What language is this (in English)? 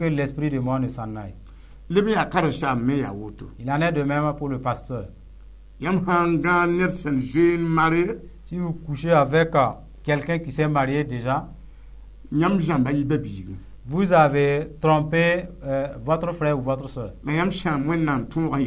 Mossi